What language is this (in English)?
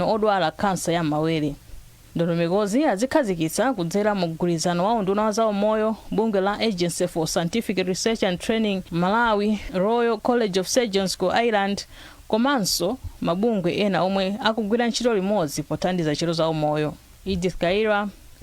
Nyanja